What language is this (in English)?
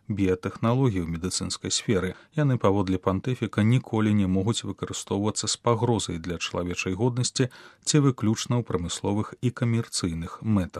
Belarusian